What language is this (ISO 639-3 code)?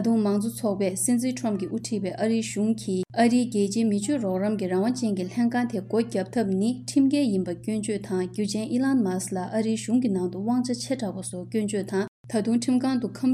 bod